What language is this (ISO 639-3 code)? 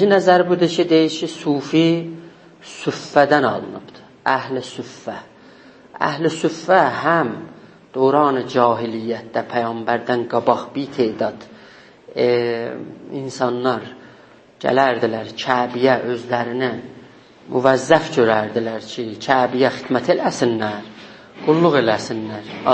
azb